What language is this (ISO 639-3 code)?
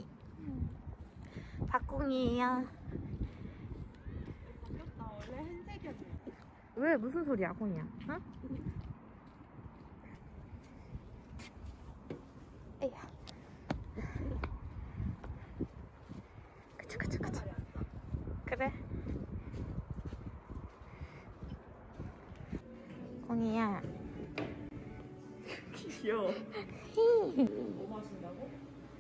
kor